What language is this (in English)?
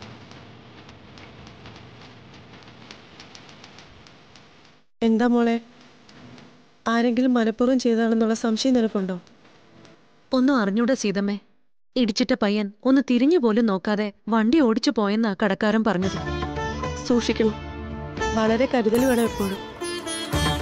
Malayalam